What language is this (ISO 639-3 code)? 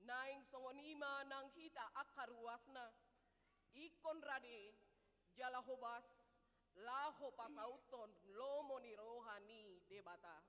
bbc